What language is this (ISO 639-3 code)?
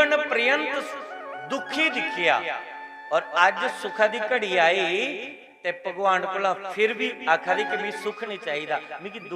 doi